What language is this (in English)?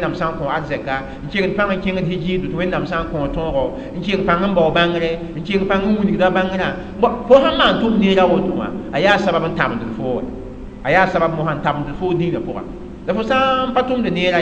Mossi